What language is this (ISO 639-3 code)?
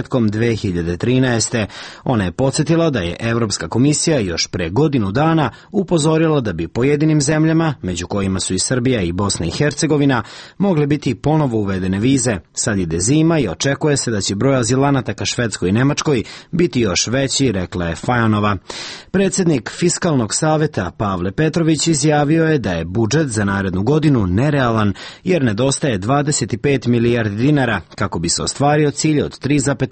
srp